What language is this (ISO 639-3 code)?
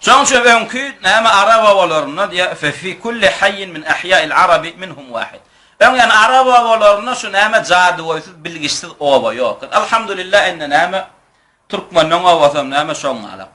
tuk